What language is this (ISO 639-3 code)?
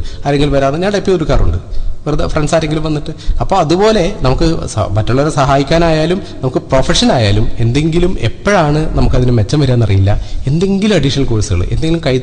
mal